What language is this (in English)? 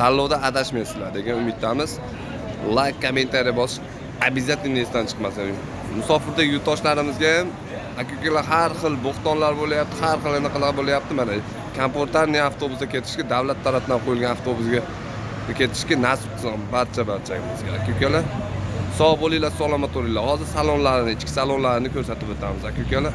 Uzbek